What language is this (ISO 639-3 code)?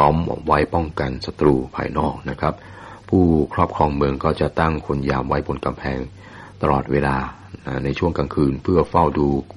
tha